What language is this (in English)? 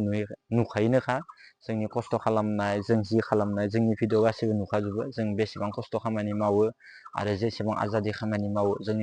Bodo